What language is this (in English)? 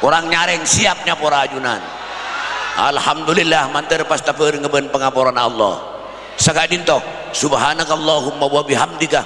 Madurese